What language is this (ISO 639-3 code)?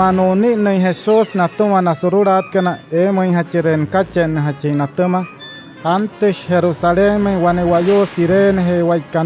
guc